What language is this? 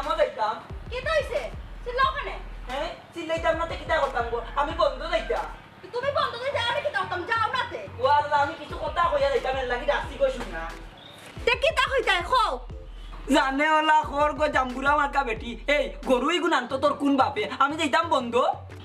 Sylheti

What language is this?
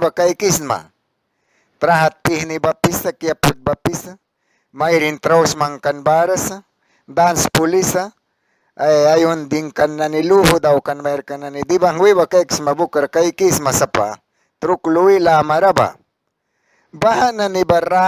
Mískito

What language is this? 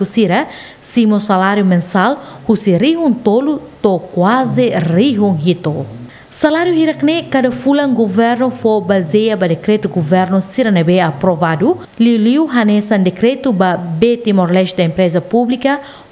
Tetum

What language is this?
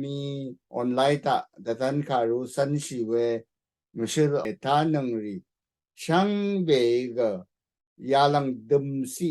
Rawang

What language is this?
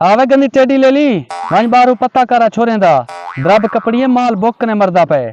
Saraiki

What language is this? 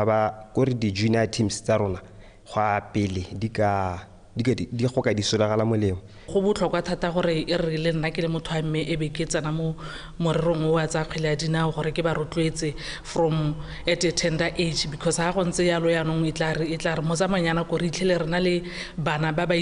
Tswana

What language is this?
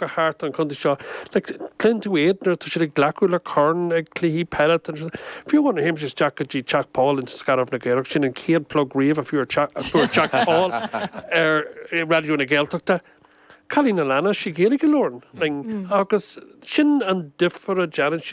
Irish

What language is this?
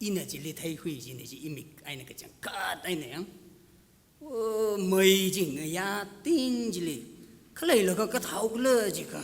Tangkhul Naga (India)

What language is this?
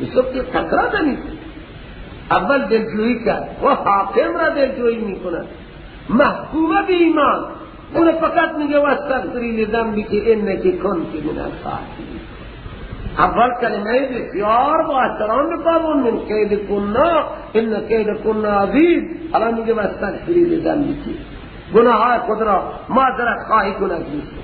Persian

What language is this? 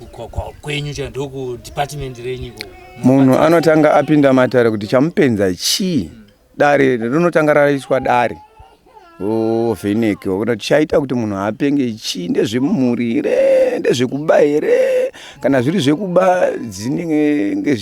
Shona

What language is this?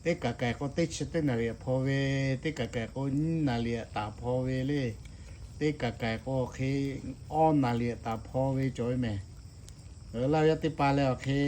Lahu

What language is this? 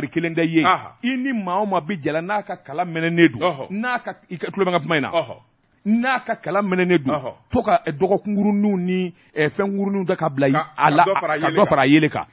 Bambara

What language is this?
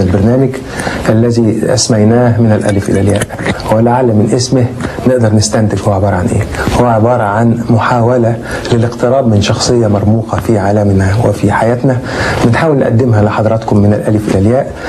Egyptian Arabic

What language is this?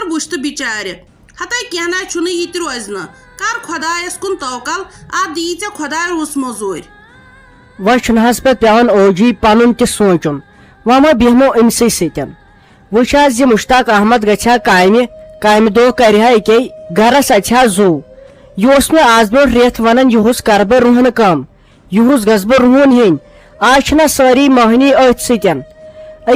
Kashmiri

